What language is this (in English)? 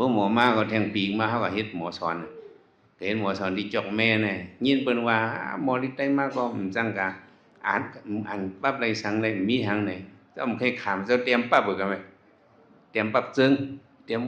Shan